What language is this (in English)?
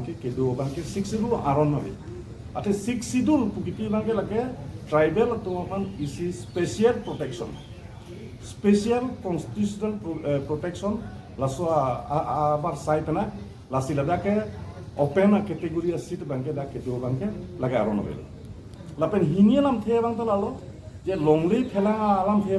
Karbi